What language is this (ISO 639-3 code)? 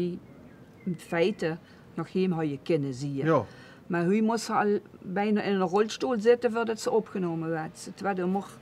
lim